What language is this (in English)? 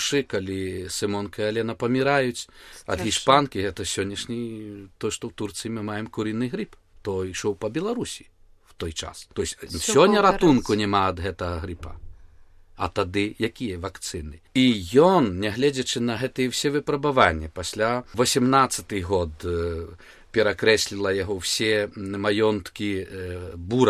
Belarusian